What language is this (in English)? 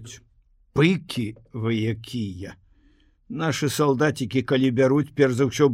Belarusian